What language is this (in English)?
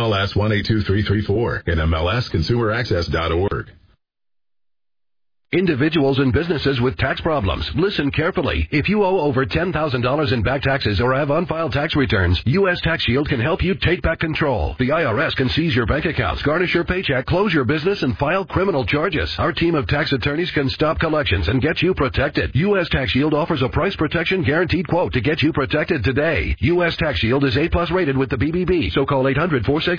English